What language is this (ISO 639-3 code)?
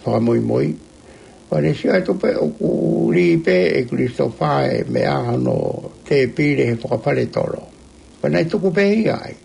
ton